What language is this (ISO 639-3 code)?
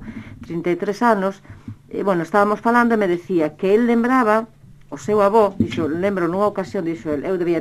glg